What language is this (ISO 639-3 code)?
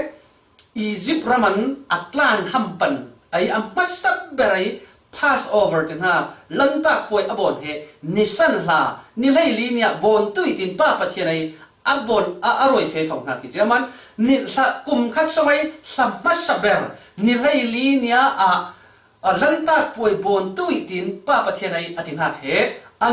cfm